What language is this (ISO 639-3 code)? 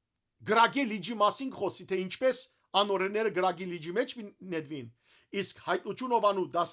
hyw